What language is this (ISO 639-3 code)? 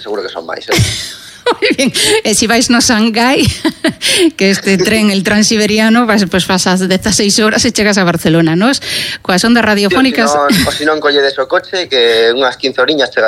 glg